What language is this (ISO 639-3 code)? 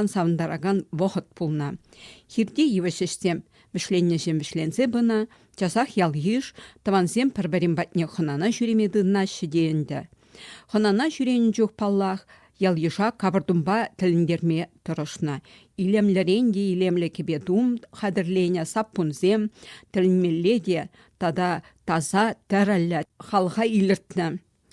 chv